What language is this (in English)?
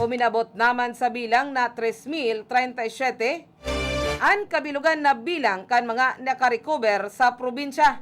Bikol